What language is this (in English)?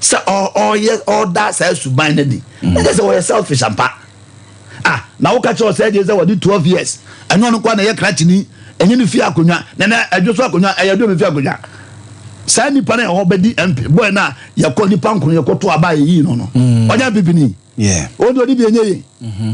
Akan